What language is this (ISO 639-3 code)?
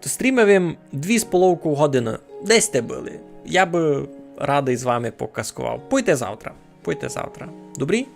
rue